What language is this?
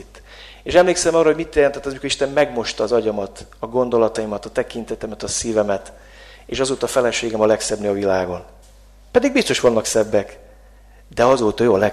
Hungarian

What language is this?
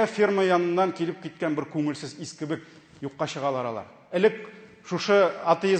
Tatar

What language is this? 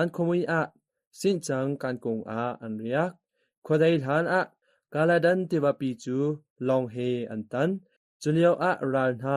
Hakha Chin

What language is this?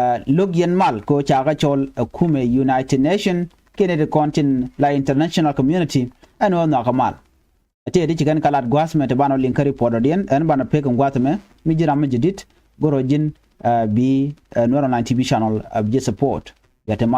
Nuer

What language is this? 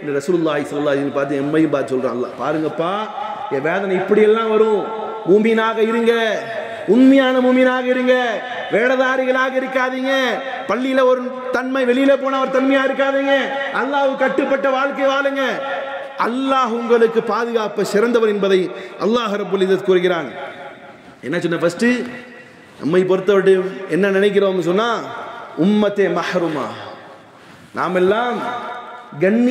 Tamil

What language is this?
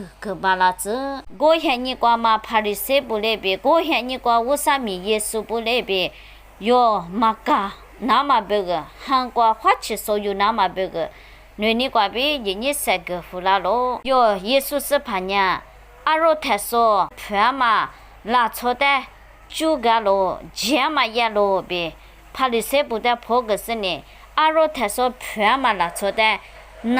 Lisu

